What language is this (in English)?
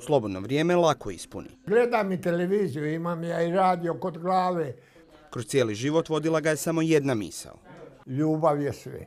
Croatian